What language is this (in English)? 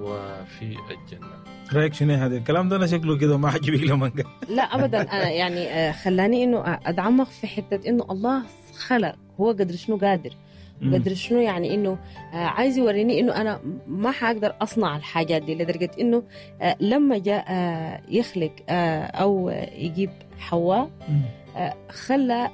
Sudanese Arabic